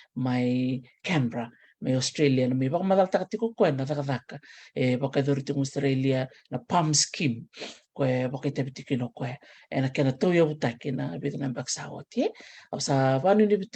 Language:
Fijian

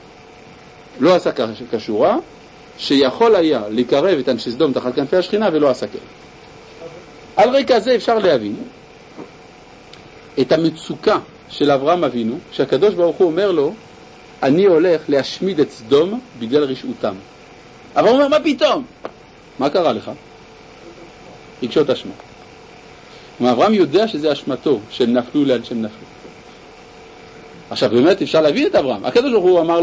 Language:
Hebrew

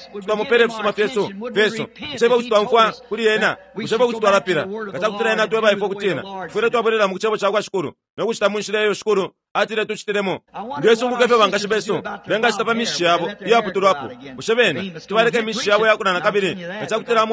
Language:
Bemba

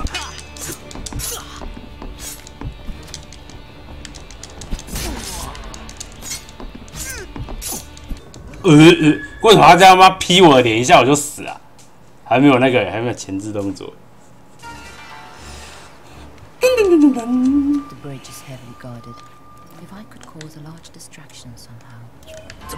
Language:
Chinese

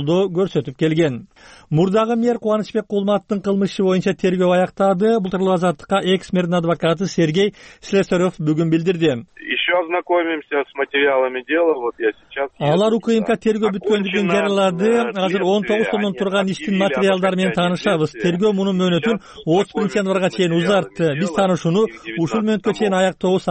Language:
Kyrgyz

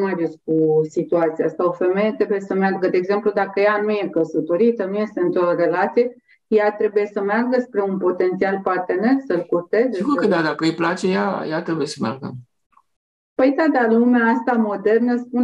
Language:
Romanian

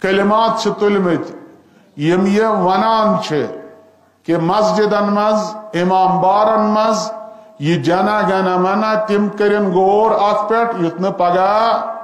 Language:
Kashmiri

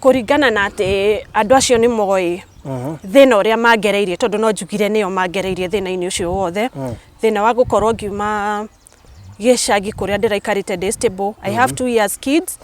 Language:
Kikuyu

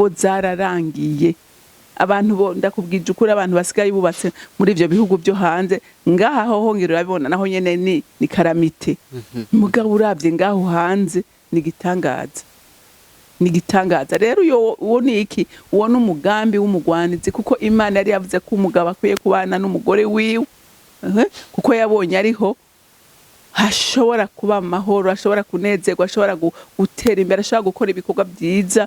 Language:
Rundi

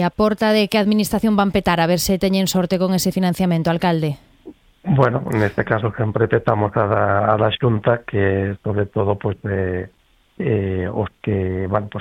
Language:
Galician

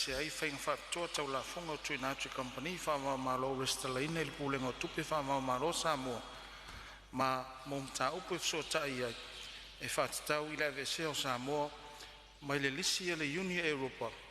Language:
Samoan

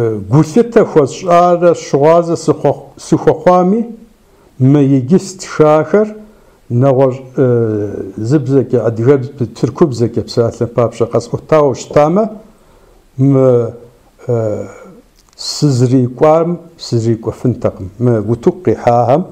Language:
Kabardian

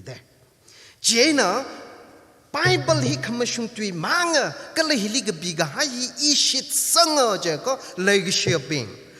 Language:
Tangkhul Naga (India)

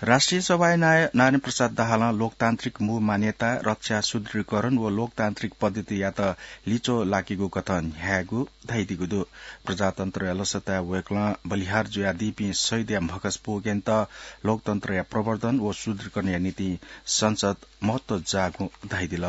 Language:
Newari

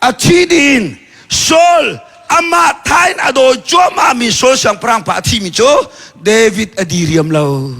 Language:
Hakha Chin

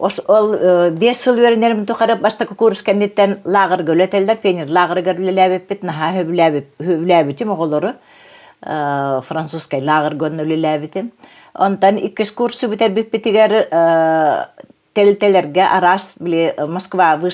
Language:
Yakut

